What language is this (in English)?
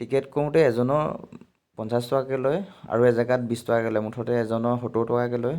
Assamese